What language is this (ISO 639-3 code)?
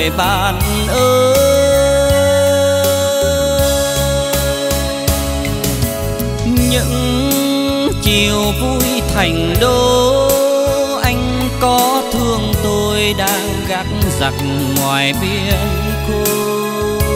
vie